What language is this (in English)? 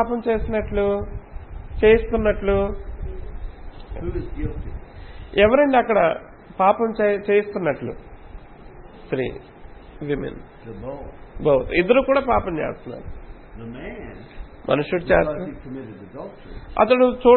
Telugu